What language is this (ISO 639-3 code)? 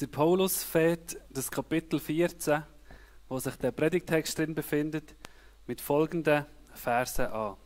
gsw